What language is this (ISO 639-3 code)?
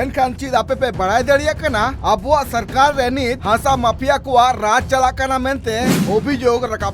sat